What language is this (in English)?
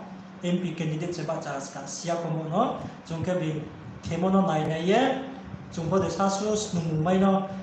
Riang (India)